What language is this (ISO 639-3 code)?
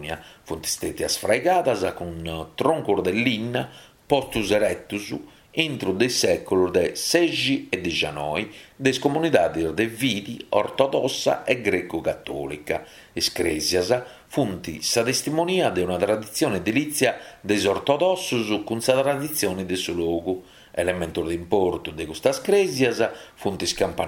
srd